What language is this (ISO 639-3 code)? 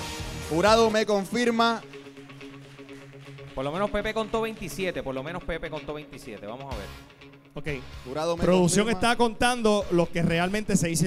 spa